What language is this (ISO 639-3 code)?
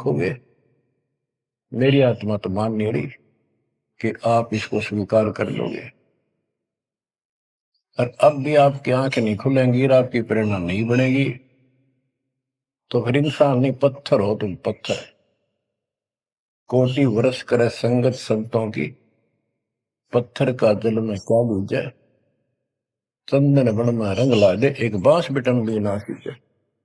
hin